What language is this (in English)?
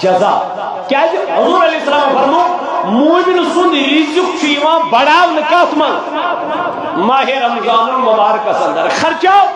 Kashmiri